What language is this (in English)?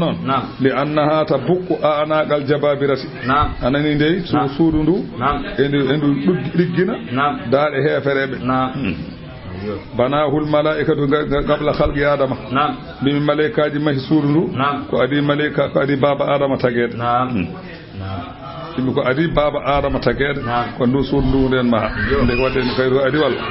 Fula